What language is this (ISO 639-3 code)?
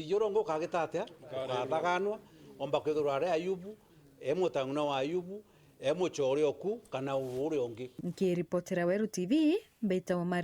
mer